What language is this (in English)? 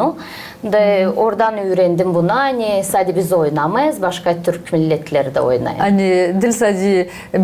Gagauz